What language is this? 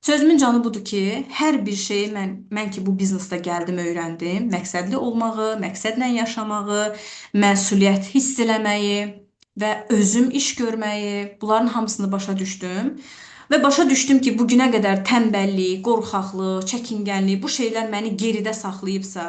Azerbaijani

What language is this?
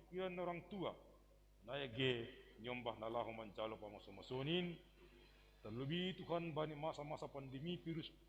Batak Simalungun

